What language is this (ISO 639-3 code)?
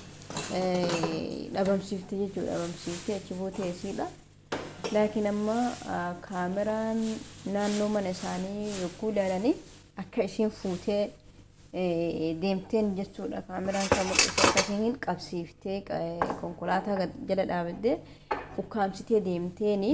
orm